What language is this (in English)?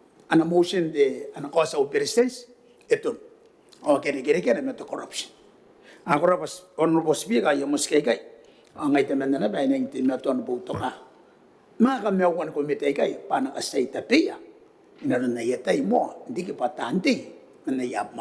Gilbertese